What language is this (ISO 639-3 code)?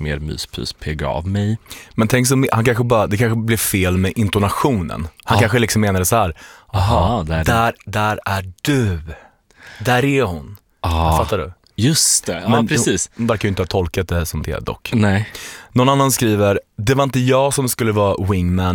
swe